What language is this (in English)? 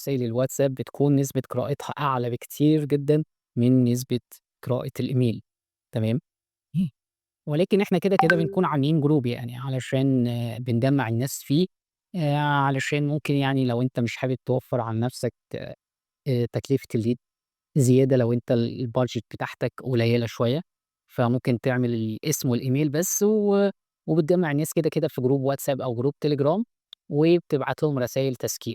Egyptian Arabic